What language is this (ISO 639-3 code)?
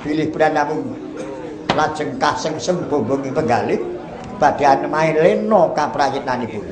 jav